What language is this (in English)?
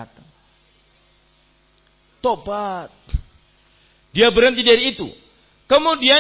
Indonesian